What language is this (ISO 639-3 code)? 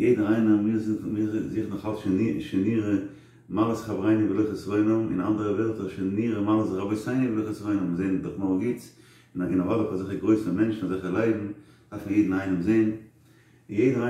yid